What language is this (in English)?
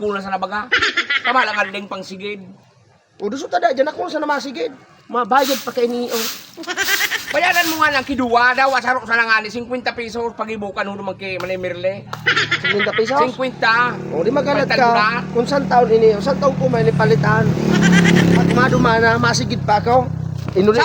Bikol